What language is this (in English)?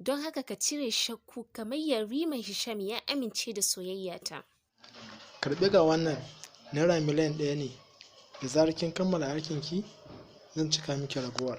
Hausa